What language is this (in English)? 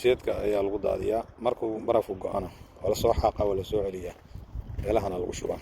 Somali